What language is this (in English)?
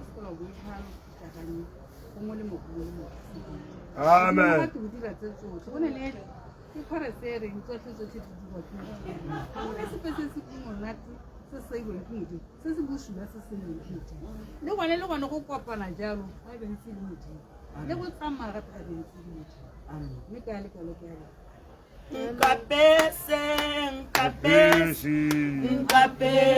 Tswana